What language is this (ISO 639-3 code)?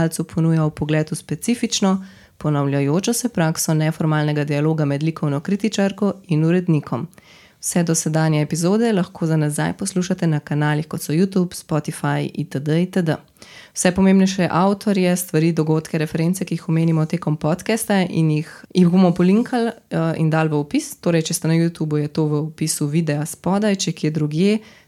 slv